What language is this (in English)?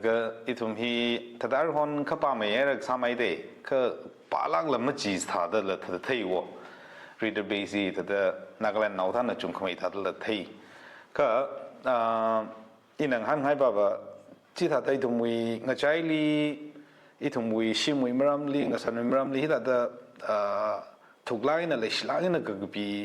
Tangkhul Naga (India)